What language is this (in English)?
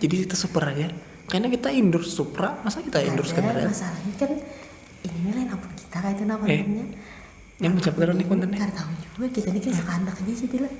Banjar